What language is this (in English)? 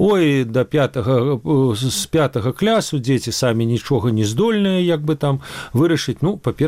Belarusian